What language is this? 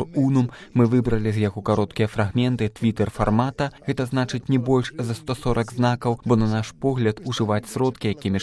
Belarusian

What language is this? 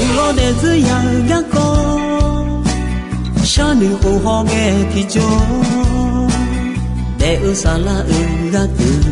Akha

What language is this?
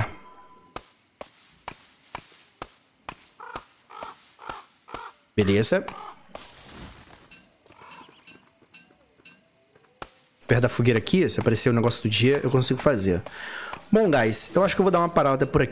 Portuguese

